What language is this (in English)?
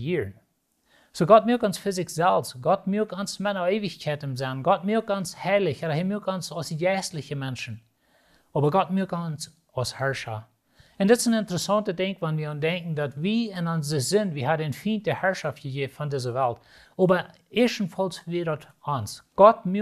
Plautdietsch